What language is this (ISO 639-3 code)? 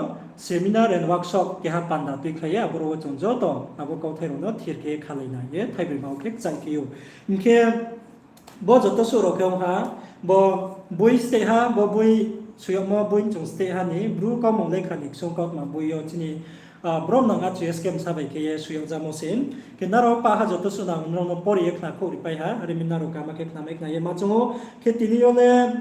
ria